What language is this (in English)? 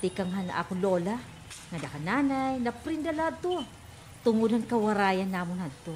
Waray